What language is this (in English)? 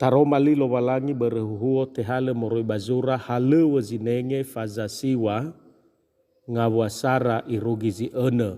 Nias